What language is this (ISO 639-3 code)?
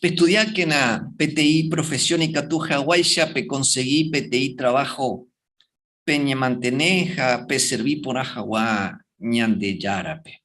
grn